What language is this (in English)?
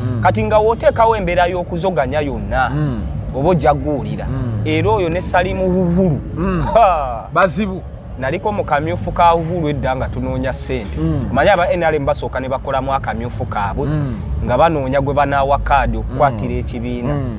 Ganda